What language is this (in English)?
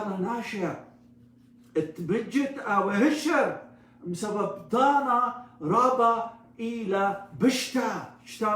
Assyrian Neo-Aramaic